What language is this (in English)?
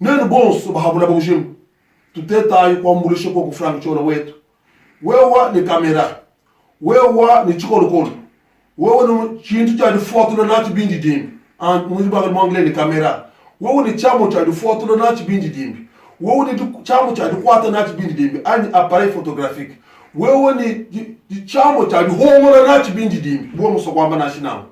Luba-Lulua